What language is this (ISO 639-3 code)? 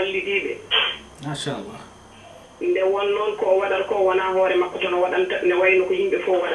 ful